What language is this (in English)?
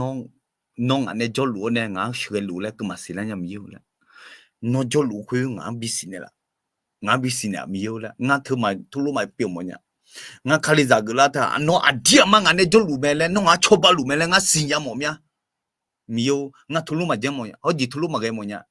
Akha